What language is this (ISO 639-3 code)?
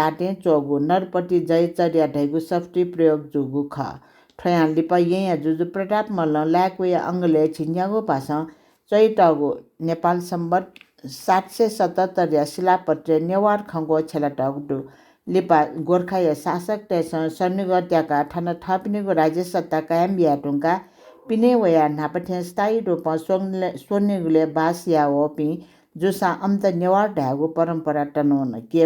new